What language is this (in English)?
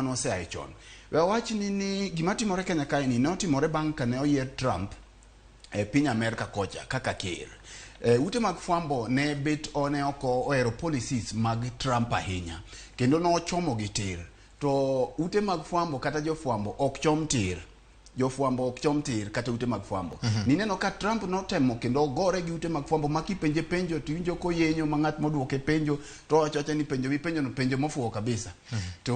Luo (Kenya and Tanzania)